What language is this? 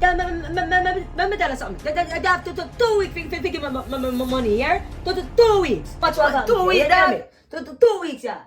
Jamaican Creole English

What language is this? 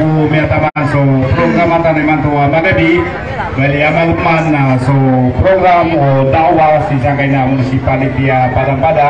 Maranao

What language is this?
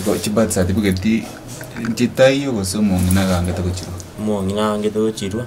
Gusii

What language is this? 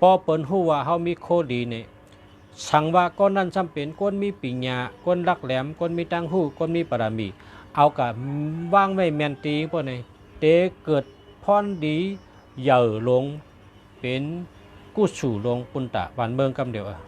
Shan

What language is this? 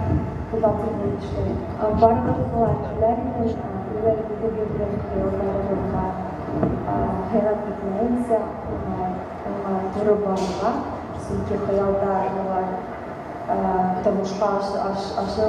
Bashkir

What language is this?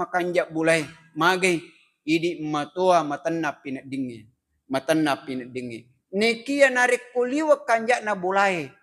Buginese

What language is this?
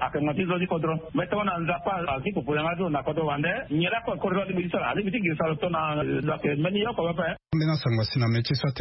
Sango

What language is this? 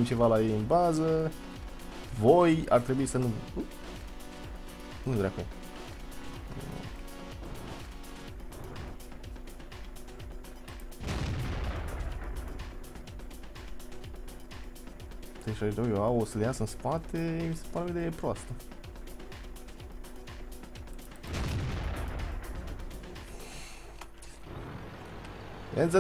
Romanian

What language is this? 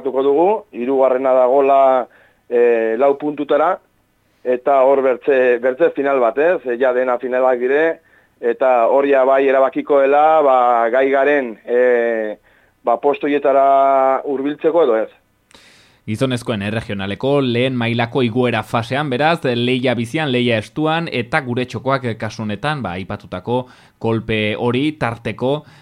Basque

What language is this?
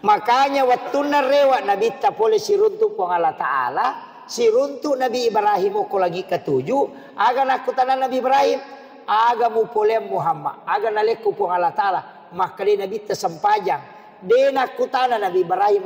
Buginese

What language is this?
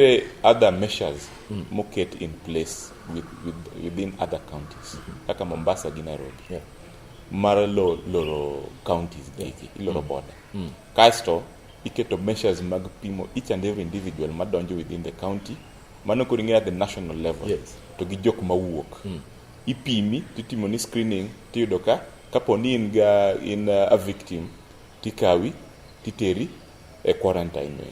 Luo (Kenya and Tanzania)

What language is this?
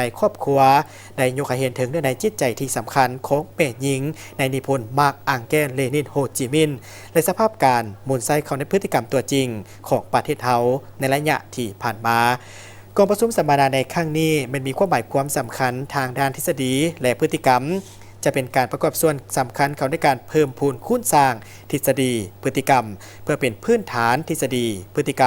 Lao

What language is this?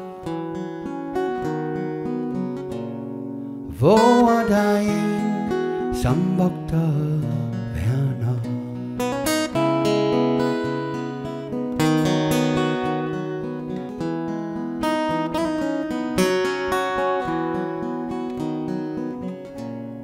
Danish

